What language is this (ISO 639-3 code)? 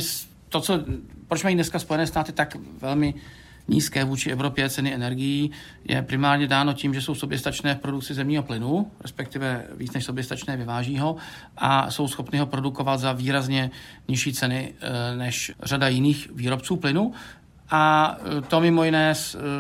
ces